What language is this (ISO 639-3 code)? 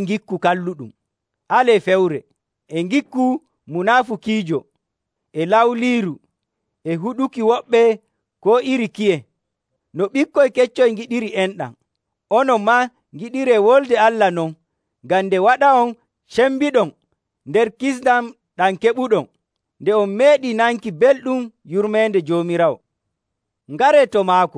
fuv